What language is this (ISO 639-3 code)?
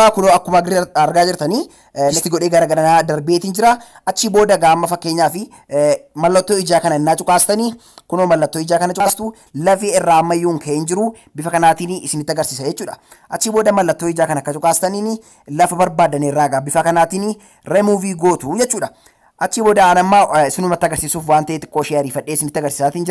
orm